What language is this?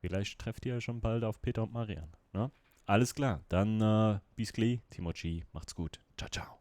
Swiss German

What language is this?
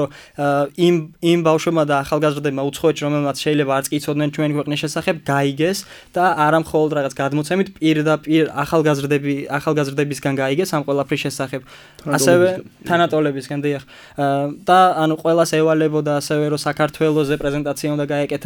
Georgian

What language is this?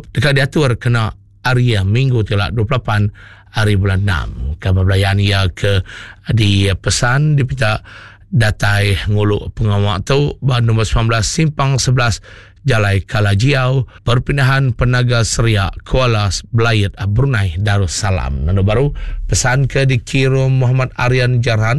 Iban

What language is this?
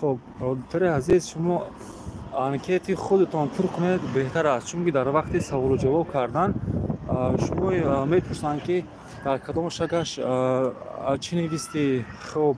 Tajik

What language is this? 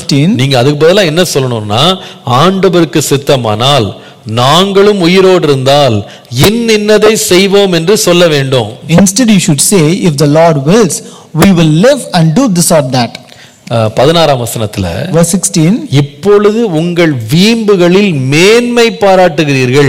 Tamil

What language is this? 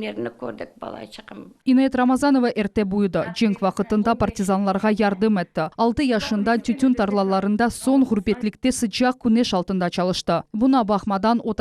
Crimean Tatar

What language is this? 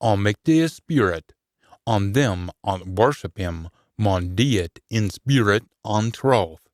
Scots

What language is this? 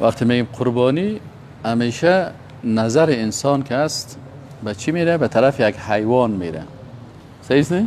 Persian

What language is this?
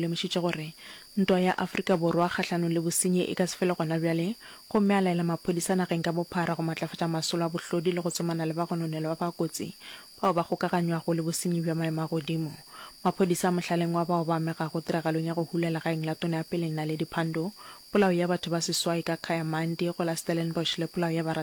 Northern Sotho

